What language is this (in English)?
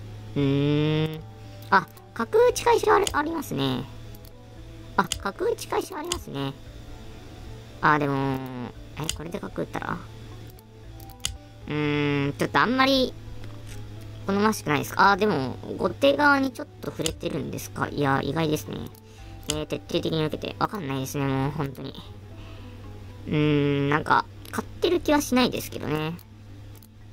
Japanese